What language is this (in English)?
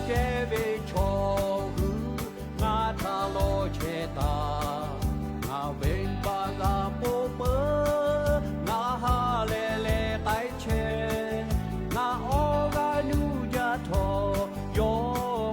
Lahu